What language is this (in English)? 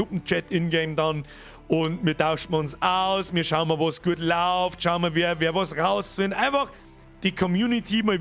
Bavarian